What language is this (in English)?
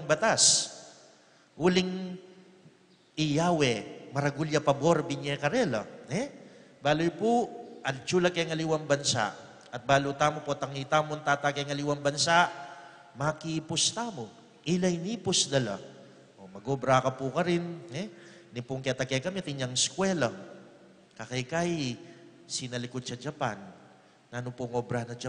Pampanga